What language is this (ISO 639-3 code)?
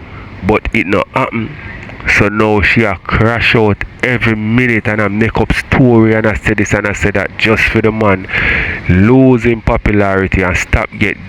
jam